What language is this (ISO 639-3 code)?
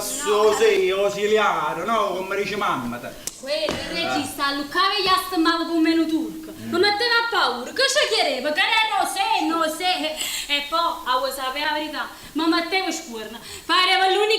nap